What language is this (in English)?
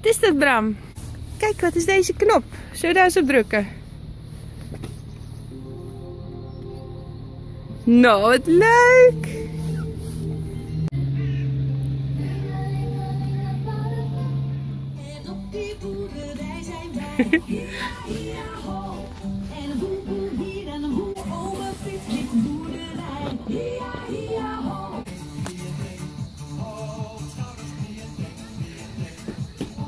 Dutch